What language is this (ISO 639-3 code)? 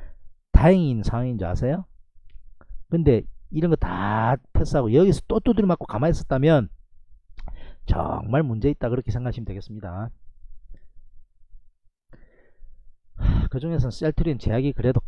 kor